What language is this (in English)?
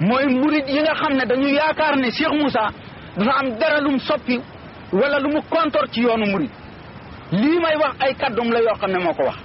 Wolof